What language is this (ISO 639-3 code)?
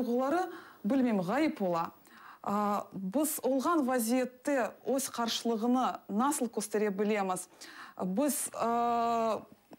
crh